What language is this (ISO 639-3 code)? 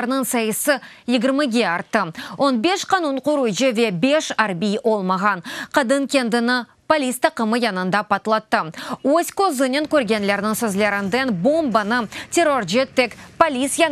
crh